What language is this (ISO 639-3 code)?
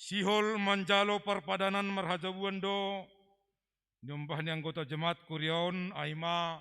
bts